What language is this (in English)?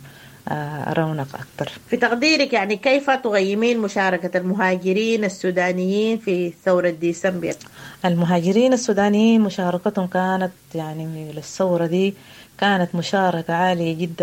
Sudanese Arabic